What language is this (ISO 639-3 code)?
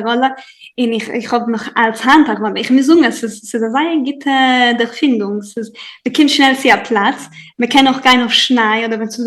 yid